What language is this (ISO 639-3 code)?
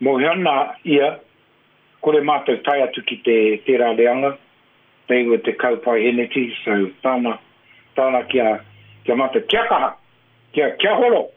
mri